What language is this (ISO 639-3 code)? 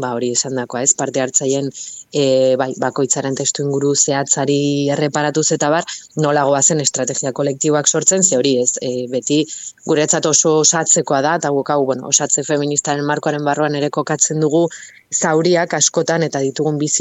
eus